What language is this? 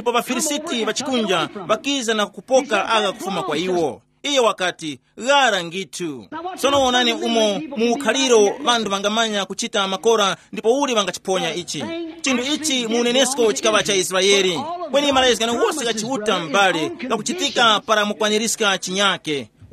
Tumbuka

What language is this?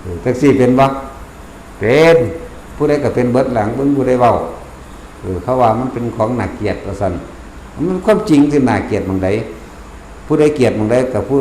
Northeastern Thai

